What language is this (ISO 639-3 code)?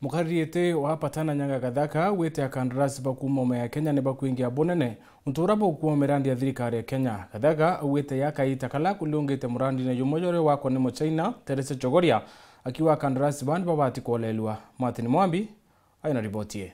mer